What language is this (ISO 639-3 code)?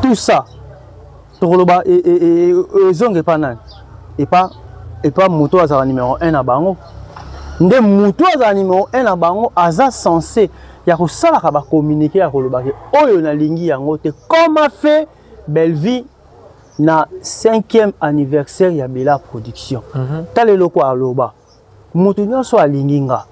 lin